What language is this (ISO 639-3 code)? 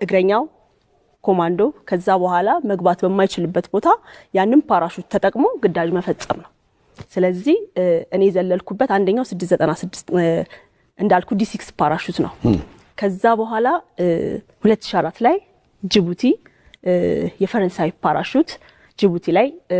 amh